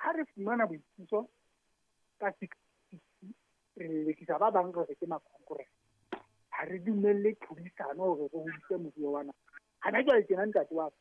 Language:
Southern Sotho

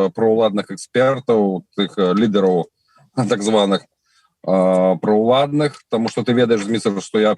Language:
Belarusian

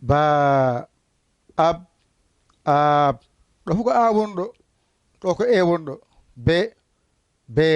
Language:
Fula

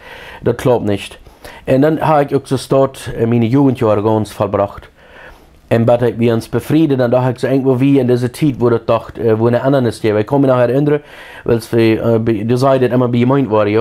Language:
Plautdietsch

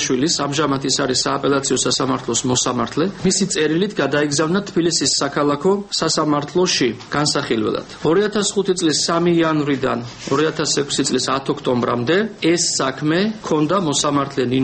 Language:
Georgian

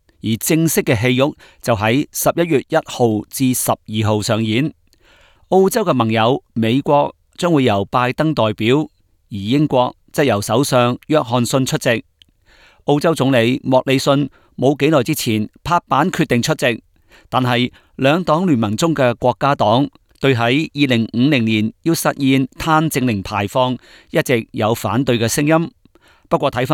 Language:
Cantonese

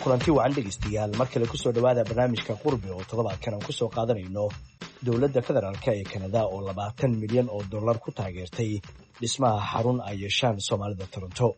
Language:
Somali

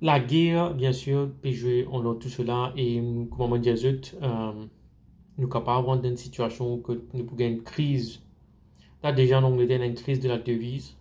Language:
Morisyen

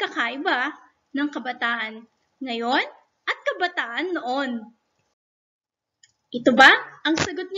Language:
Filipino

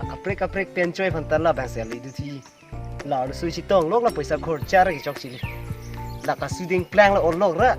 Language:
Karbi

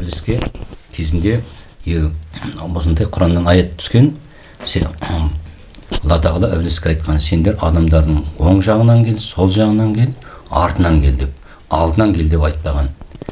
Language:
Kazakh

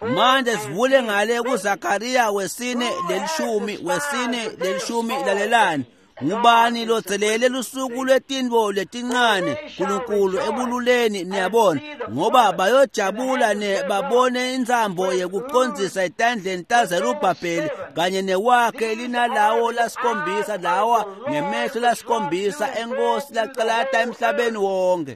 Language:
Swati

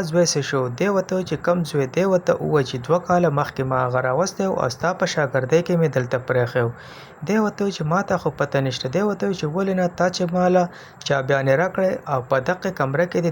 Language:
Pashto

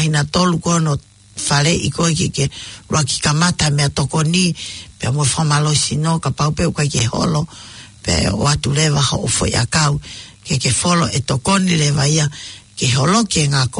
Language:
Tongan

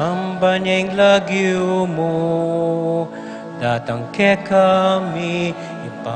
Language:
Pampanga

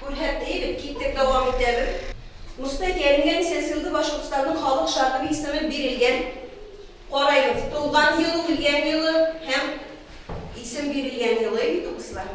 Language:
Bashkir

